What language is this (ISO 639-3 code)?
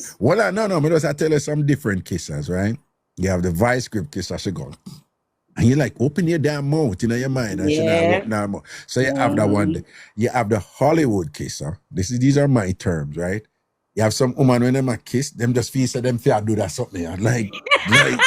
jam